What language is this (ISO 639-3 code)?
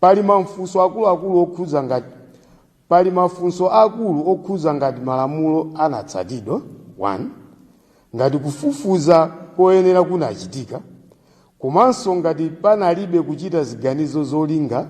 nya